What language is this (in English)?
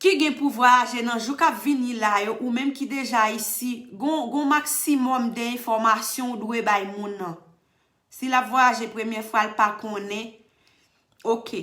Haitian Creole